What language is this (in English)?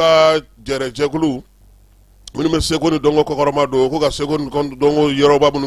Bambara